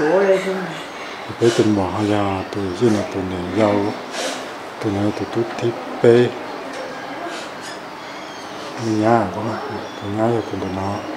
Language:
Vietnamese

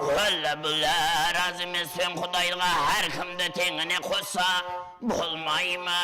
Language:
Kara-Kalpak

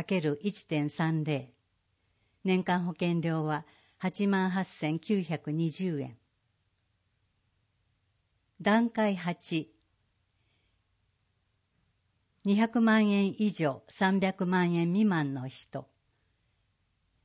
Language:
Japanese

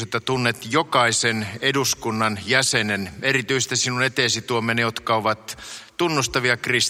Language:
Finnish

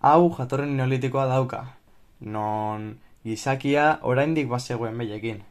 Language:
Basque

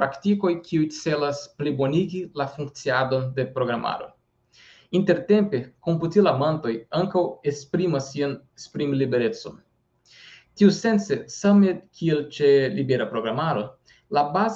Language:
Esperanto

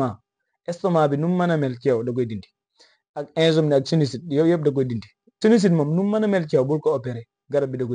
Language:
Wolof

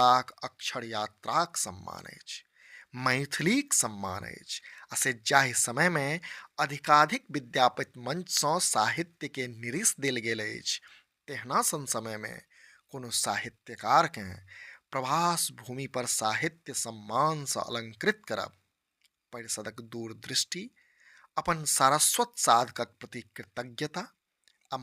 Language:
Maithili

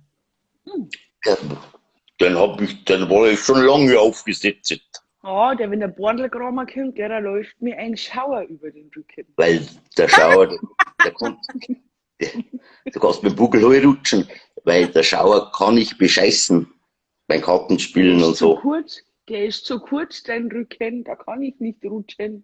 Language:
Bavarian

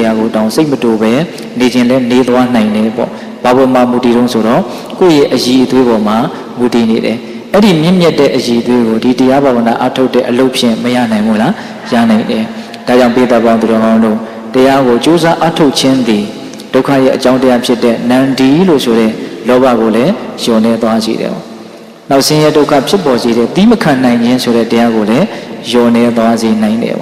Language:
Burmese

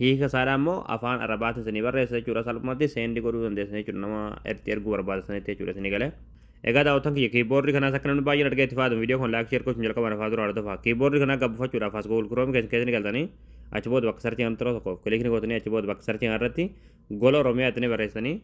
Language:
Oromo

